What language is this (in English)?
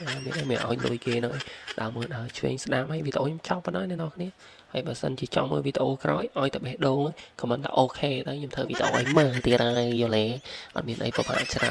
Khmer